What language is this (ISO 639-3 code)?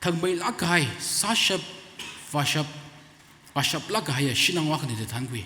nmf